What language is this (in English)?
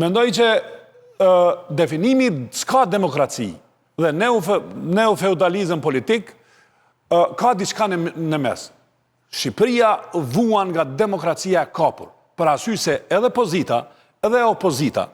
Albanian